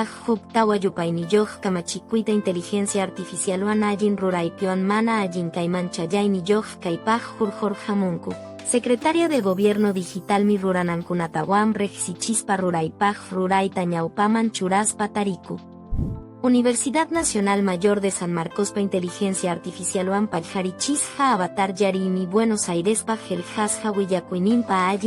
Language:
Quechua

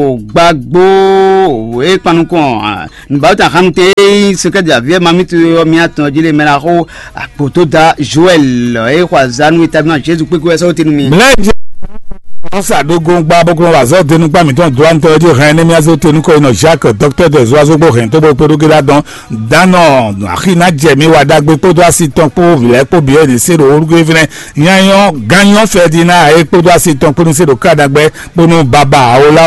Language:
Fon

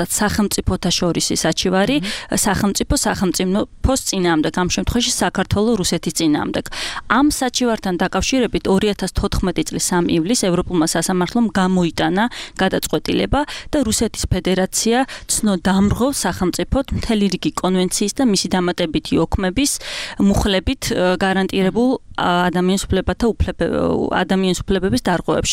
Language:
Georgian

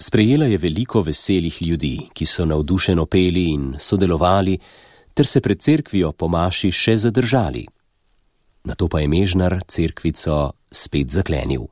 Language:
Slovenian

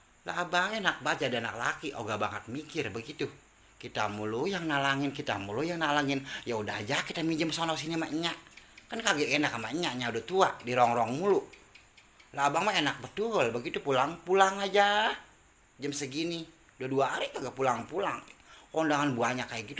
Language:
Betawi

